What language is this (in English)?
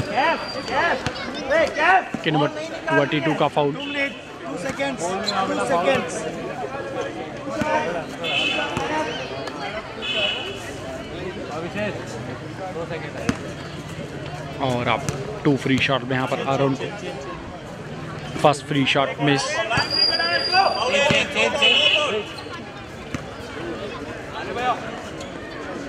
Hindi